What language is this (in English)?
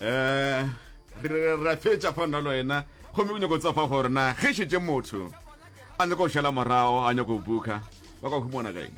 Northern Sotho